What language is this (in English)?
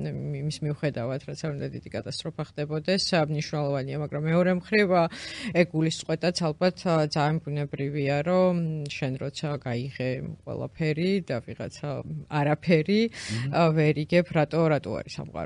Georgian